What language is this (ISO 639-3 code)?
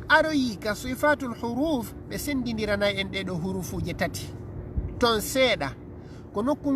ful